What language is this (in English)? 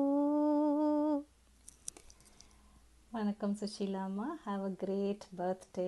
Tamil